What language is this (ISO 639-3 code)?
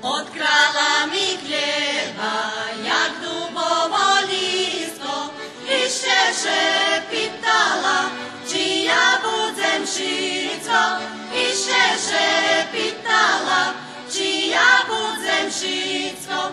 rue